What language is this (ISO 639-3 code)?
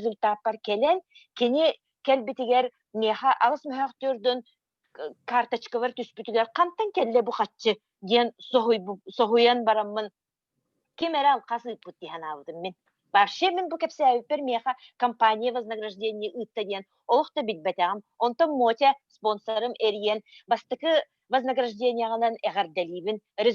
sah